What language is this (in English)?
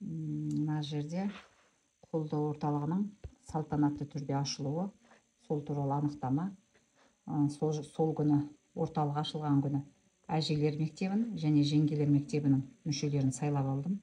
Kazakh